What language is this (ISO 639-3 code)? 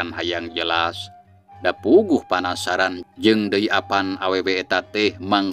sun